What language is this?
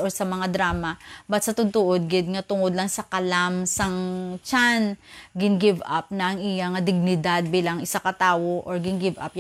Hiligaynon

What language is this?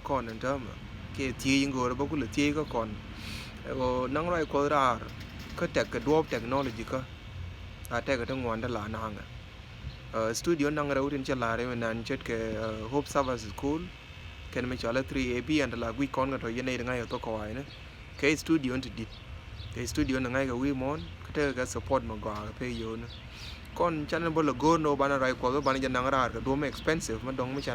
Nuer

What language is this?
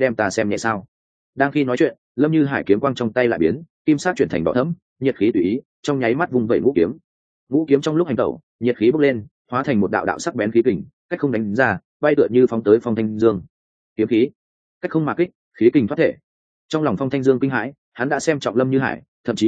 Vietnamese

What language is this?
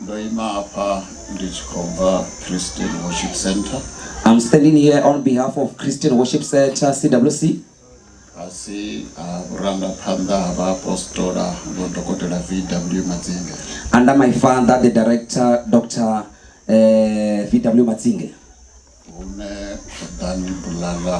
Venda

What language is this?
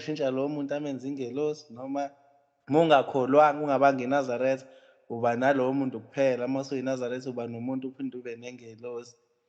Zulu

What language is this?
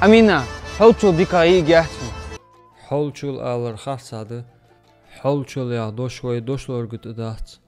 Ingush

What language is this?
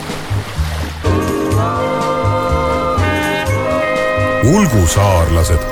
Estonian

